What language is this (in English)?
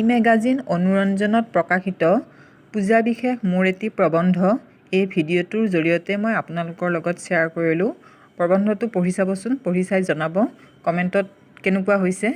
Assamese